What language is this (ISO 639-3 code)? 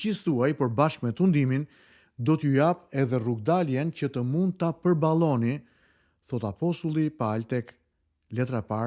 sqi